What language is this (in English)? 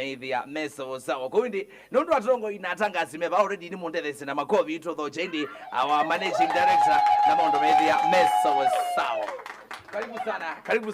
Kamba